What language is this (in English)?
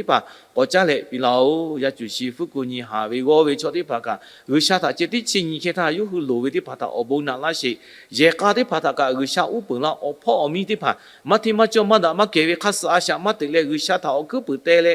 Lahu